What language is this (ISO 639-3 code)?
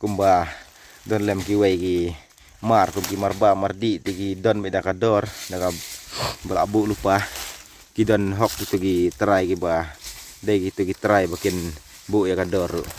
kha